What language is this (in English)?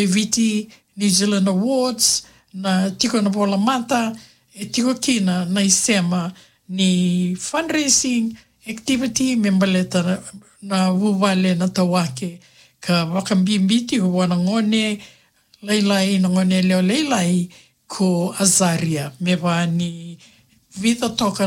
Fijian